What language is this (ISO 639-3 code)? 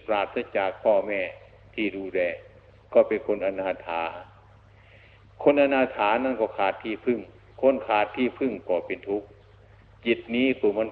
tha